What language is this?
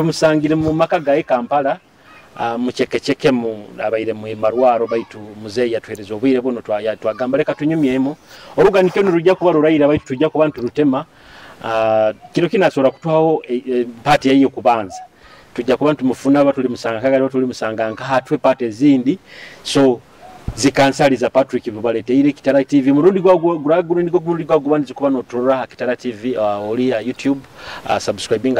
Nyoro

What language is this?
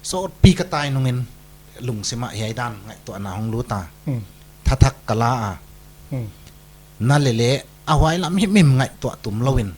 Paite Chin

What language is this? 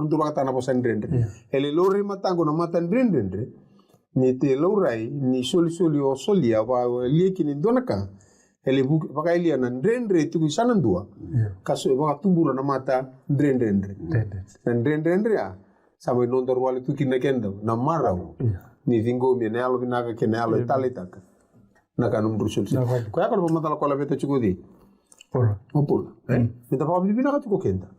Fijian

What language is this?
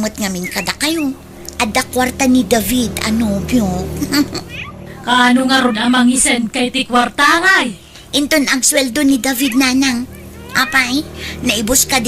Iloko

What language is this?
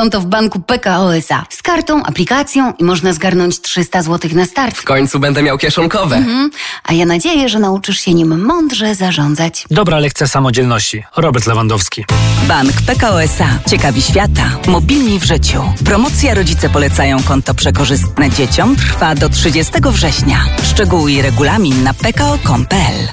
Polish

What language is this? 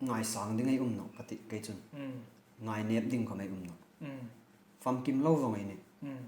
Hmar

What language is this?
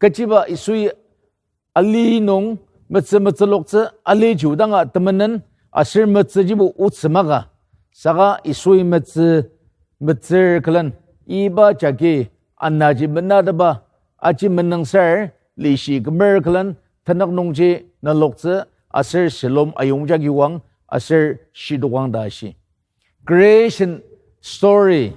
Ao Naga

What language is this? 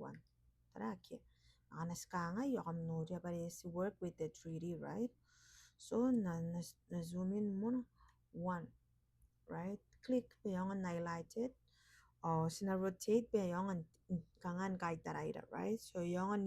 Gilbertese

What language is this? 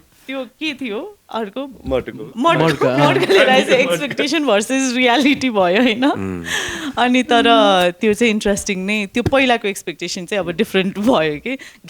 Nepali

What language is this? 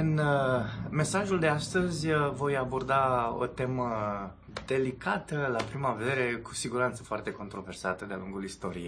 Romanian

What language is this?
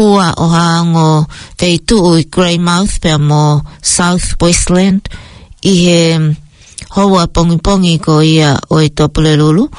Tongan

